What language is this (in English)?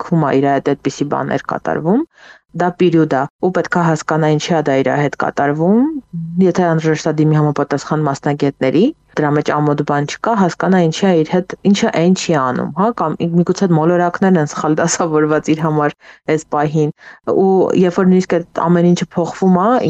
Armenian